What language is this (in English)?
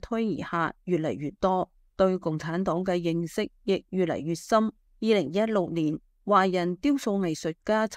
Cantonese